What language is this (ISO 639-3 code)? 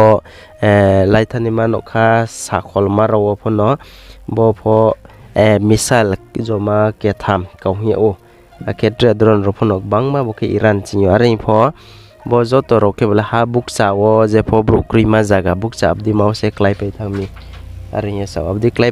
ria